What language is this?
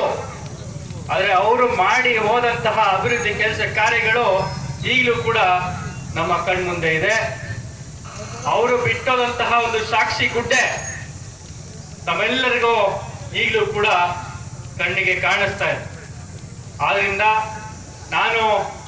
Kannada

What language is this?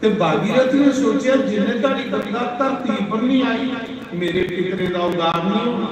Dogri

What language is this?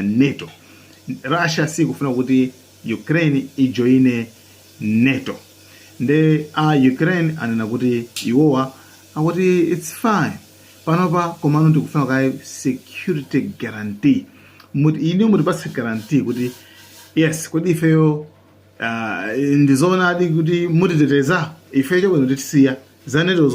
Nyanja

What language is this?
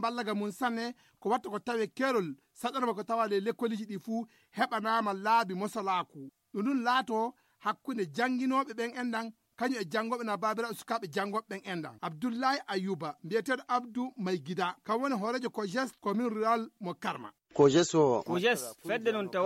Fula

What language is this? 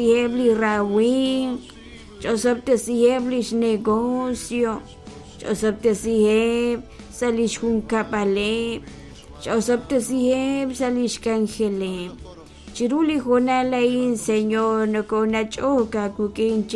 Kekchí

